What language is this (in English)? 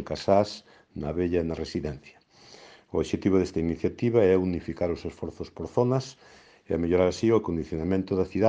Galician